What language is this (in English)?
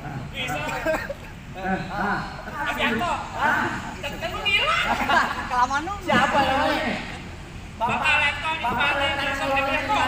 Betawi